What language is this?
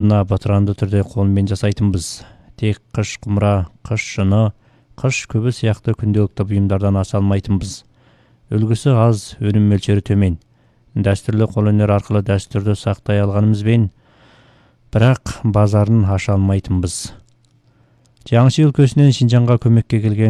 Kazakh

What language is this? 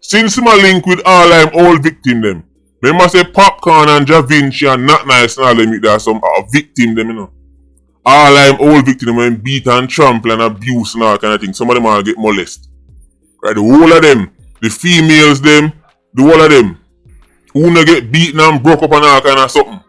Jamaican Creole English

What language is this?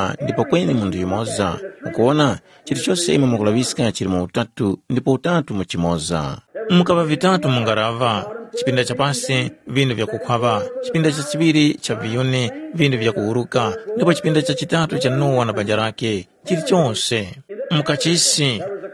Tumbuka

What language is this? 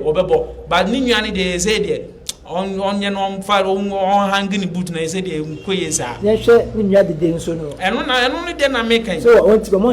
Akan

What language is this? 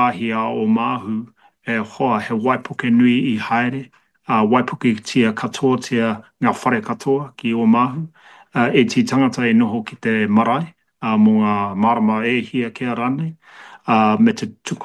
Māori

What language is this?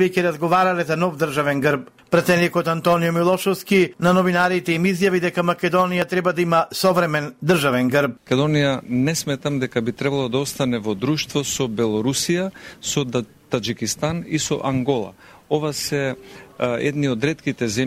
Macedonian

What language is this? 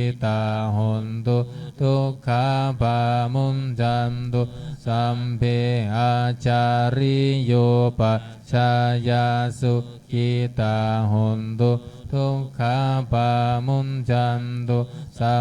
Pali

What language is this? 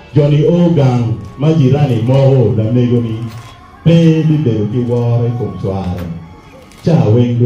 Acoli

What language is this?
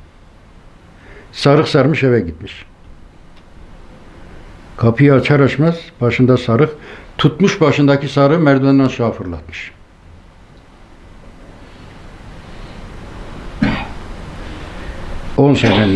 Turkish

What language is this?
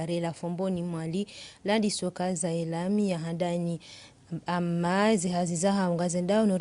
Ngazidja Comorian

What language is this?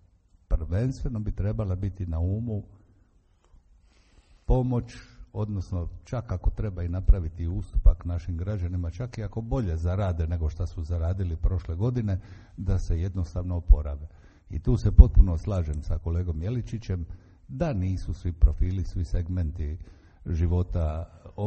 Croatian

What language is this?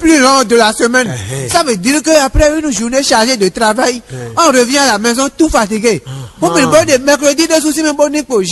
Fon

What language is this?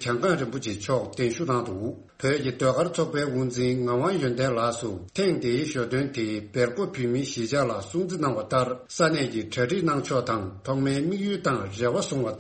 Tibetan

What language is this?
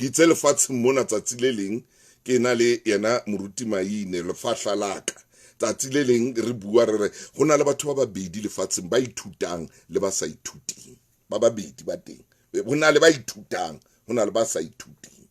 Southern Sotho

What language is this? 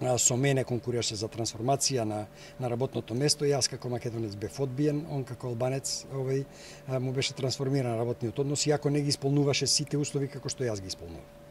Macedonian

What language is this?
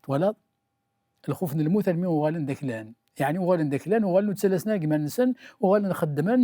Kabyle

